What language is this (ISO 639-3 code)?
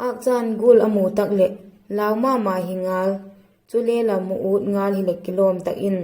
vap